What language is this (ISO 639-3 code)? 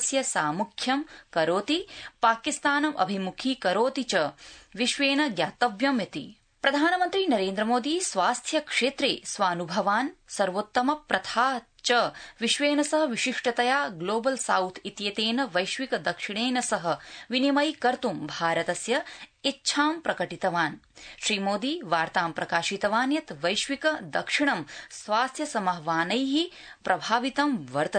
san